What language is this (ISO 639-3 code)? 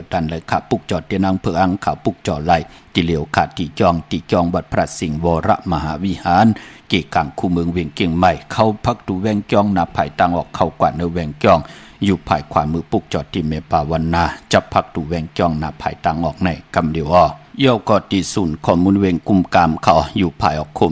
shn